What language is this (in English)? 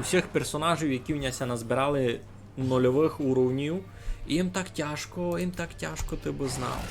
Rusyn